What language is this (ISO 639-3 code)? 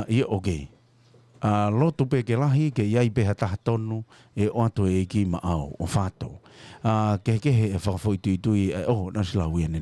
ton